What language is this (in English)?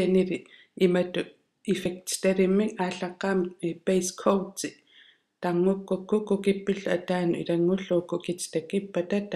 Kalaallisut